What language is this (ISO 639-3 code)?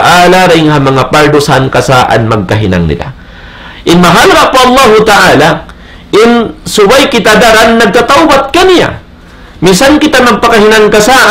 tsg